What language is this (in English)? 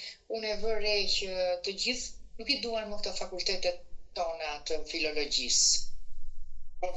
Albanian